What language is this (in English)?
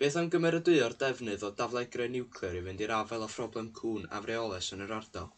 Welsh